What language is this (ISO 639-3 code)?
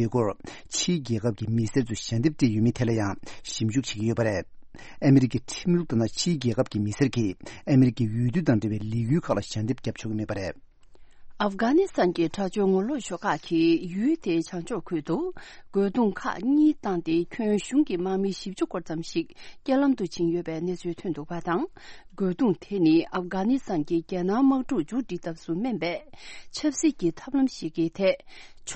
bod